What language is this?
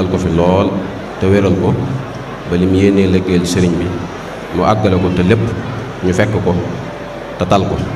Wolof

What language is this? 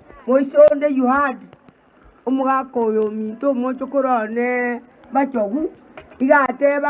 Gusii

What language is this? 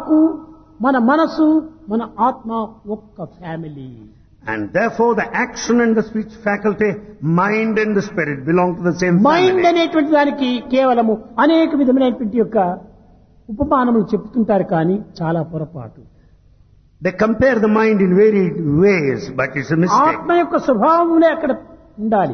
Telugu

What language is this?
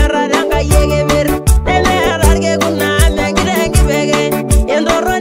Masai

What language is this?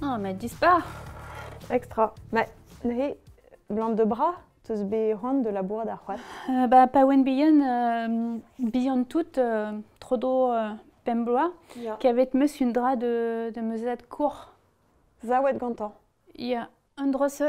Breton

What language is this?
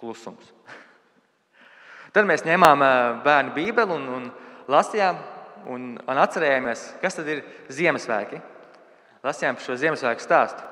Latvian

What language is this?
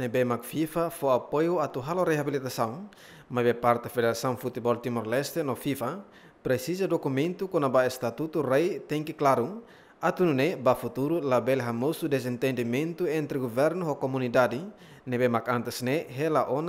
Tetum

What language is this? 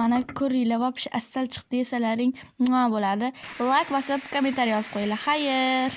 Uzbek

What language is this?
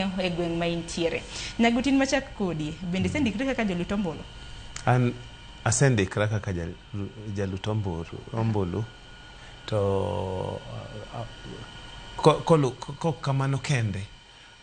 Luo (Kenya and Tanzania)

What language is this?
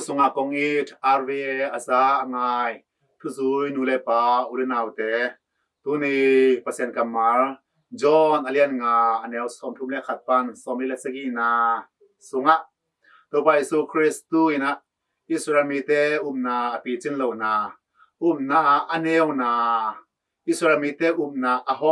Tedim Chin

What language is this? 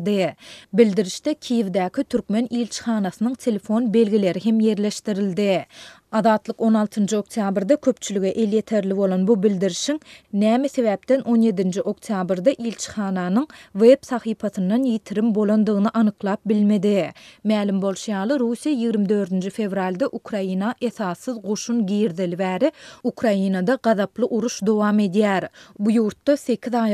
Turkmen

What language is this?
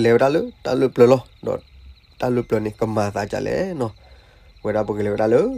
S'gaw Karen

